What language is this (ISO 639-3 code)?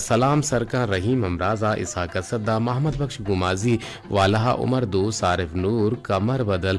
bgp